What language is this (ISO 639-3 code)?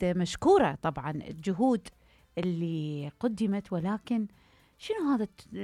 acm